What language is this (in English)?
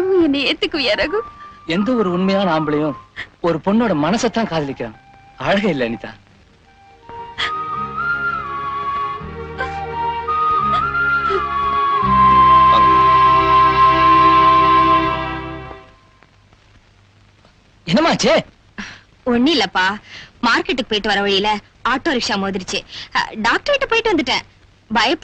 Tamil